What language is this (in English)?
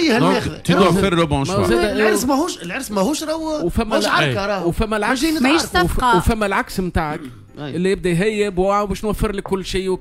Tunisian Arabic